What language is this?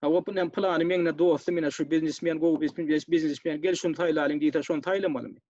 Turkmen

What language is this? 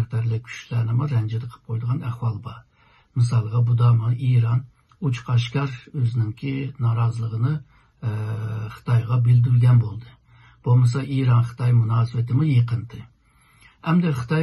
Uyghur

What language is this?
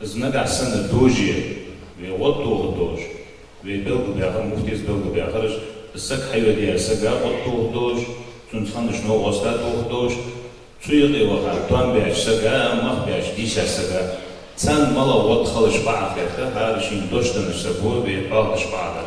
Ingush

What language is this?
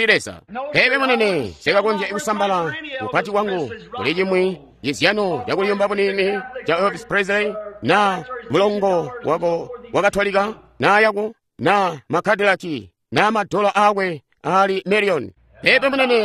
Tonga (Zambia)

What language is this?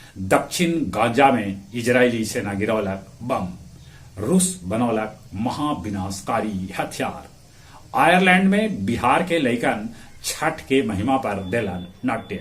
Magahi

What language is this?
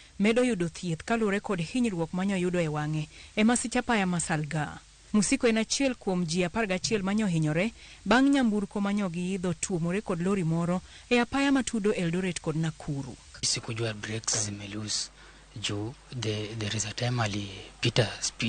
Luo (Kenya and Tanzania)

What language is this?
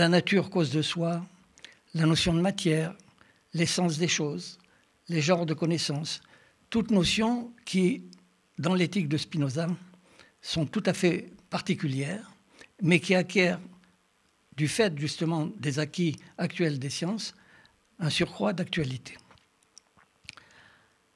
French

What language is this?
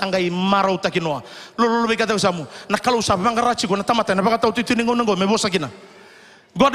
Fijian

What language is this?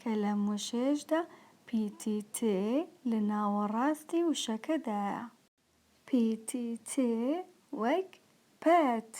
Central Kurdish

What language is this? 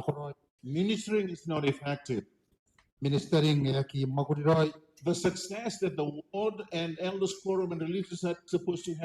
Gilbertese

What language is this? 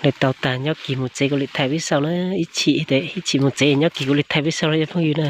Hmong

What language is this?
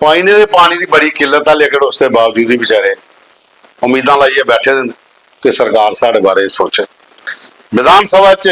Dogri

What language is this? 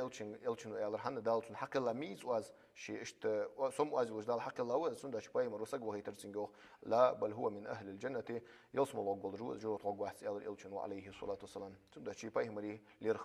Ingush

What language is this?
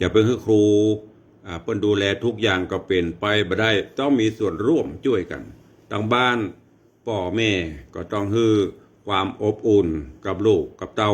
Northern Thai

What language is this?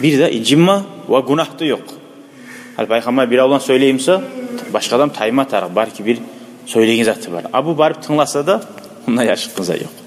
Kumyk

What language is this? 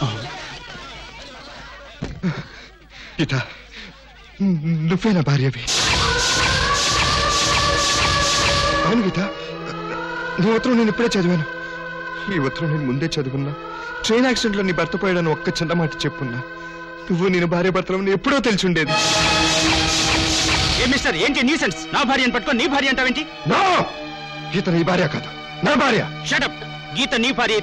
Telugu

